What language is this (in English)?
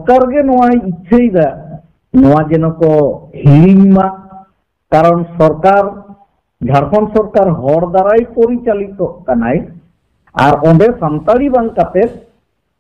Santali